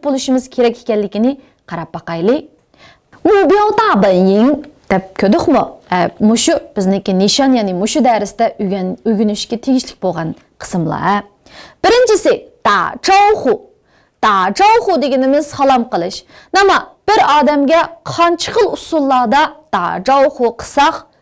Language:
Uyghur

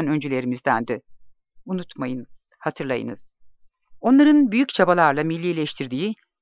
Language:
Turkish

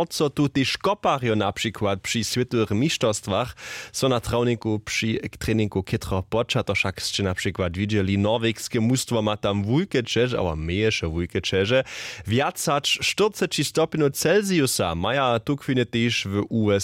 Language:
Upper Sorbian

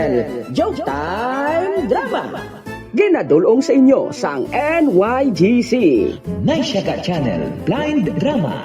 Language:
Hiligaynon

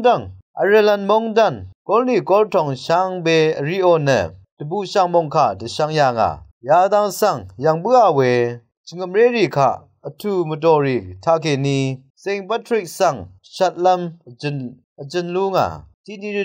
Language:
Rawang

